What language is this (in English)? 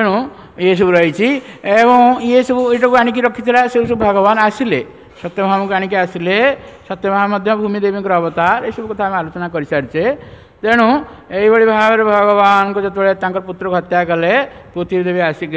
Odia